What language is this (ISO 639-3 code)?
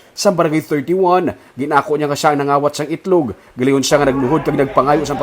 hil